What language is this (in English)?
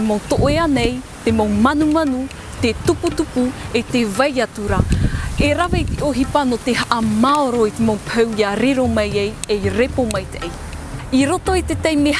Tahitian